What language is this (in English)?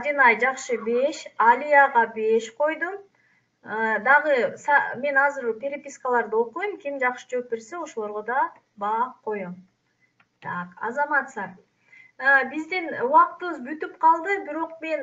Kyrgyz